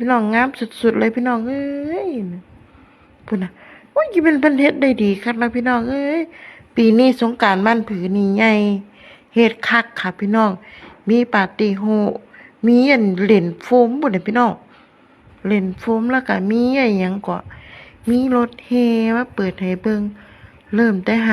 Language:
Lao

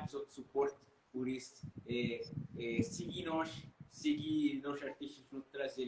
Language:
Kabuverdianu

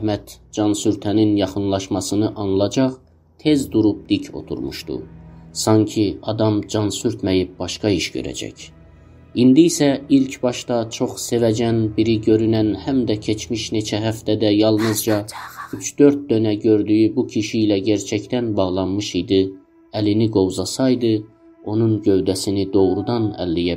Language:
South Azerbaijani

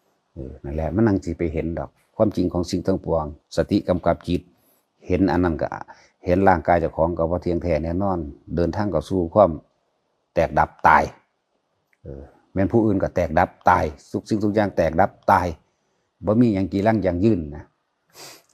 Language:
Northeastern Thai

